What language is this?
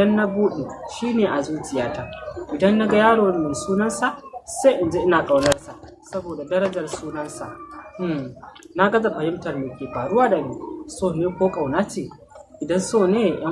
Hausa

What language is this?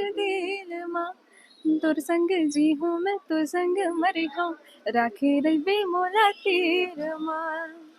Chhattisgarhi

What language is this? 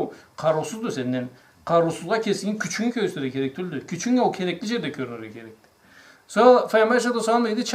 Karachay-Balkar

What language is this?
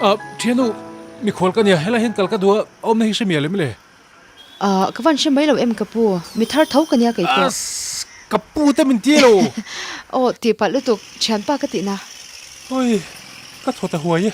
Mizo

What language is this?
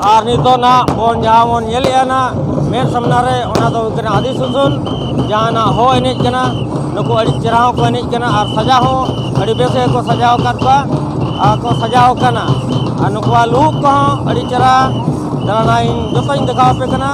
Santali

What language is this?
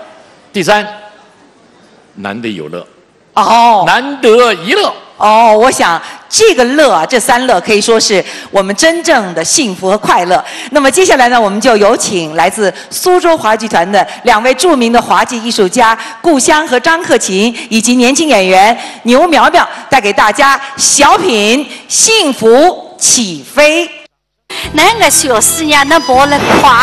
Chinese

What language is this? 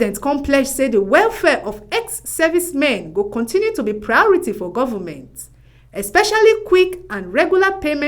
Nigerian Pidgin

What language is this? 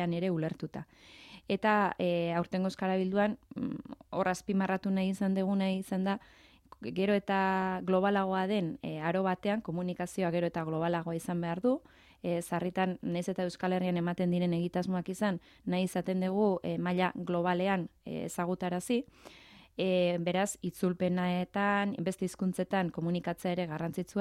Basque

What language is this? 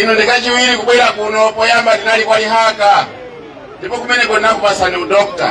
Nyanja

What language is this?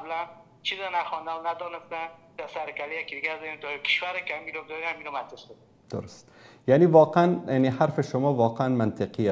Persian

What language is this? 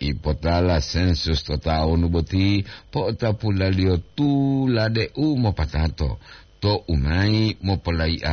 Gorontalo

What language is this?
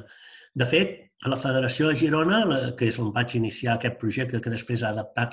Catalan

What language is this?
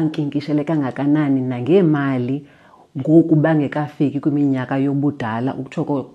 Xhosa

